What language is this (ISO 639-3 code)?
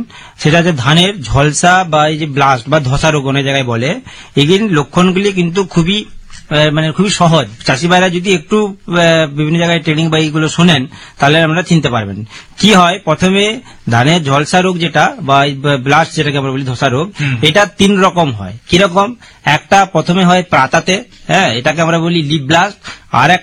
ben